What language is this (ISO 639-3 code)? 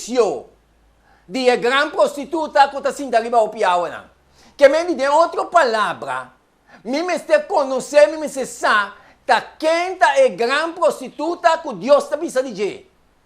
pap